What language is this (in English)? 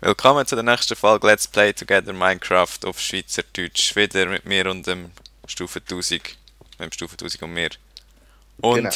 Swiss German